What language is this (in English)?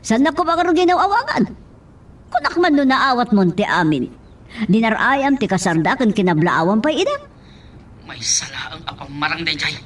Iloko